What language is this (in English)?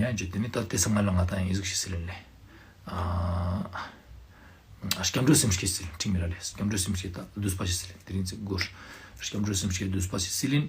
Ladakhi